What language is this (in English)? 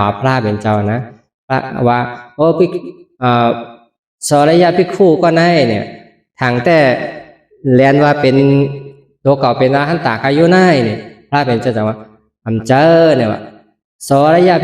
Shan